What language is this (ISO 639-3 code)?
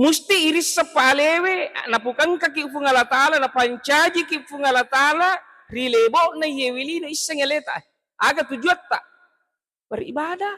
bug